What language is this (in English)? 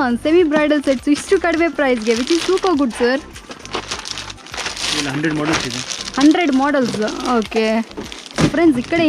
Kannada